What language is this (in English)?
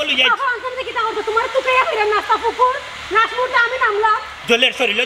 Sylheti